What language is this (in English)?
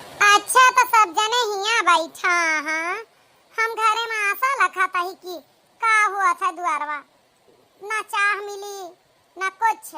Awadhi